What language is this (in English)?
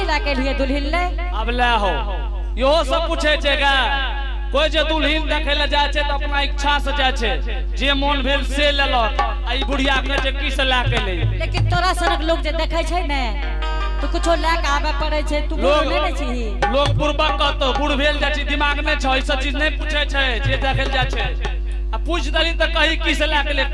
Angika